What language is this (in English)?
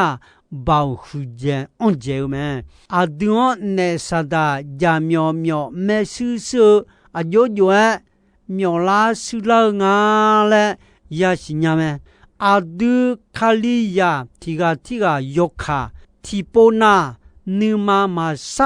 Akha